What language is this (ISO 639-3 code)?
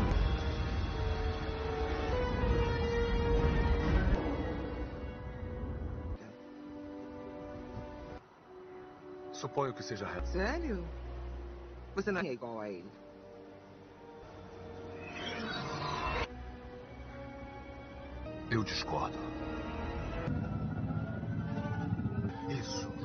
por